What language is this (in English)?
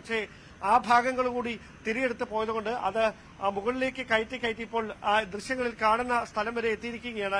Malayalam